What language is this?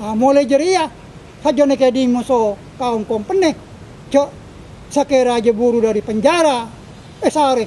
Madurese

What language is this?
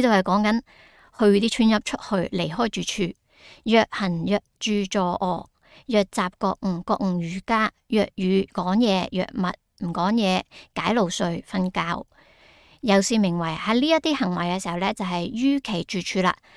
Cantonese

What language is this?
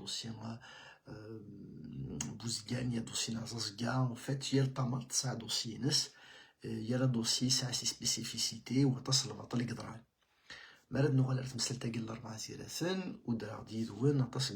Kabyle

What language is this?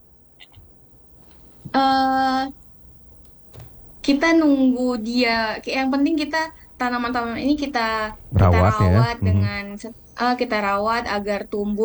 Indonesian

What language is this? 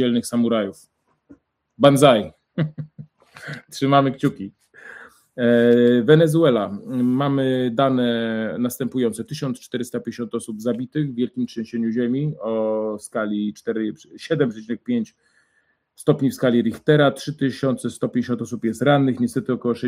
Polish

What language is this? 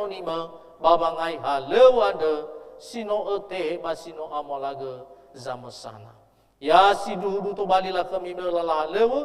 Nias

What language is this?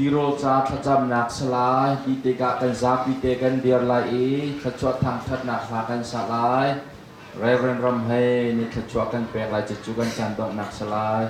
Hakha Chin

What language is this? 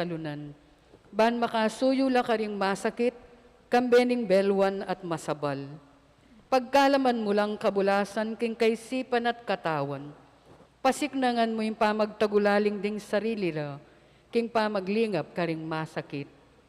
Pampanga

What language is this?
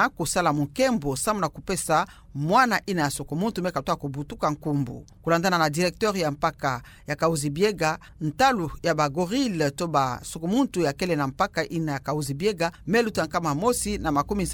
Kituba (Democratic Republic of Congo)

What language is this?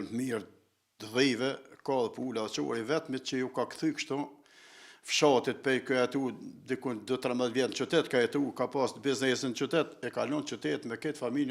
Albanian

